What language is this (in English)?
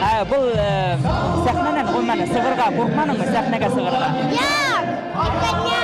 Bashkir